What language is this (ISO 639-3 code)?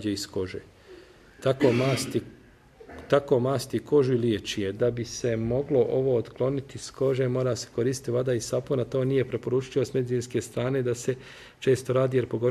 bos